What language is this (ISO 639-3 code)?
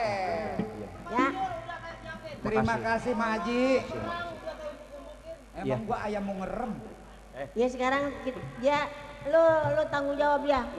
bew